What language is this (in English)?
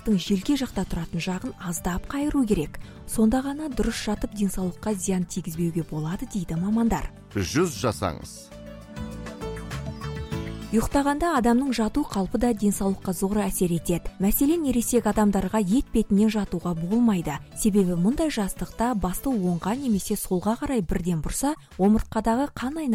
Kazakh